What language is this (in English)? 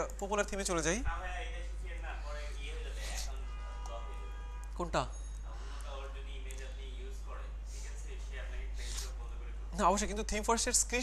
Bangla